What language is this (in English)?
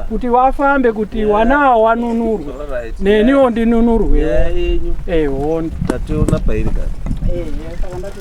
Shona